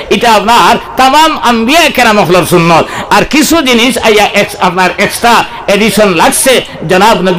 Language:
Sylheti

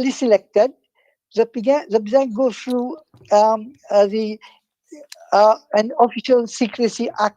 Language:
Morisyen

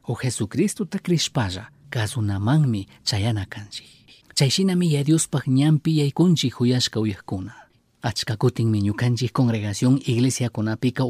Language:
Chimborazo Highland Quichua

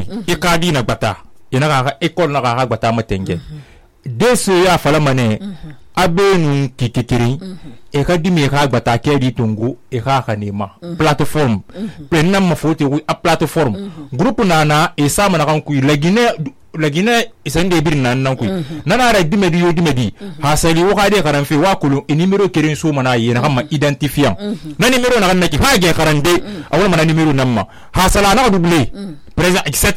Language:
Susu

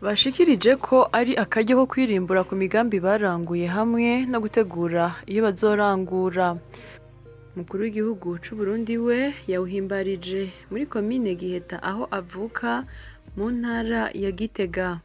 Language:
Rundi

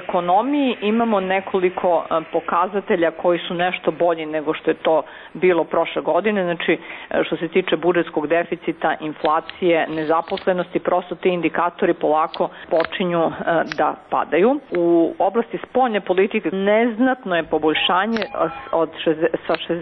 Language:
Serbian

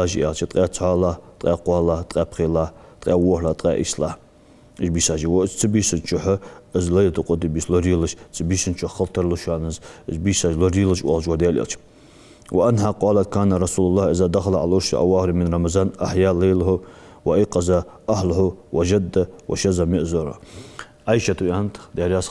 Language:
Ingush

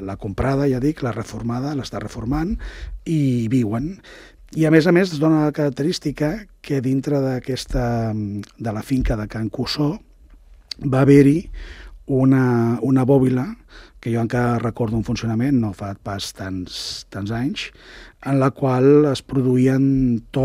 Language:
Catalan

